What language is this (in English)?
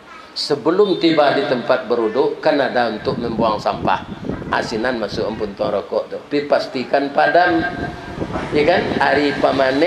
Minangkabau